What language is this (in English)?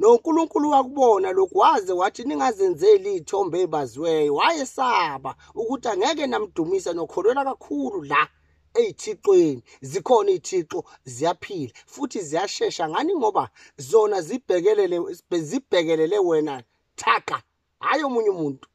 Zulu